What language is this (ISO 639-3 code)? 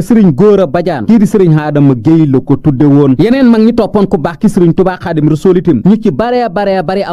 wol